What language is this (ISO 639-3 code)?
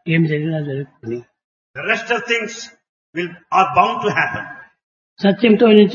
tel